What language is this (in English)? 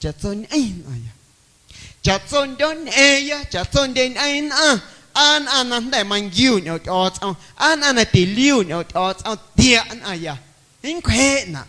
Guerrero Amuzgo